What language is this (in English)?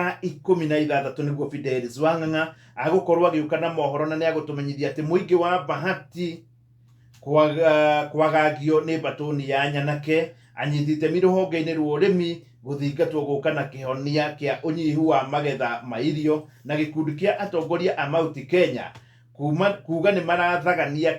Kikuyu